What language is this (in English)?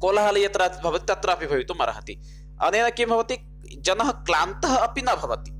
Sanskrit